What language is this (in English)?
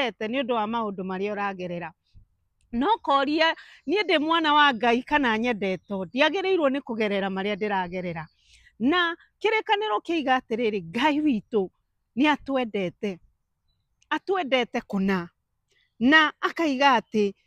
Kikuyu